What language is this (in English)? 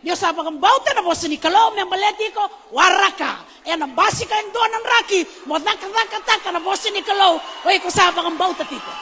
Fijian